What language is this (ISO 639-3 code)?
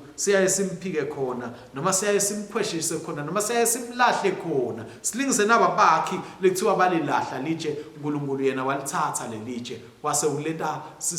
ssw